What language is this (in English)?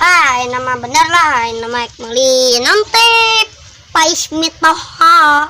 Sundanese